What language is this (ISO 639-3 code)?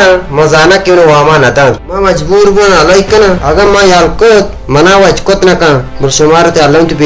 bal